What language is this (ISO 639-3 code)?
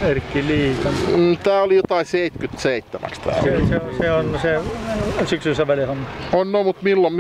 fin